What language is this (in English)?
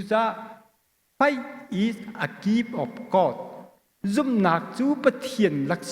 Hakha Chin